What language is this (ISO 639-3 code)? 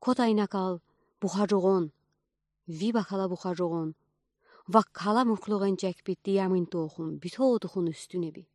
udi